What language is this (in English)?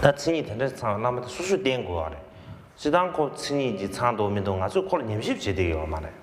Tibetan